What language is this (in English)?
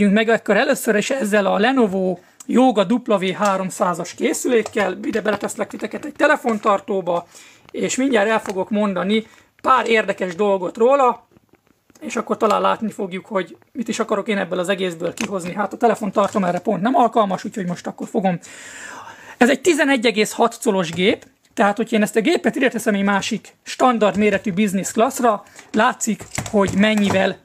Hungarian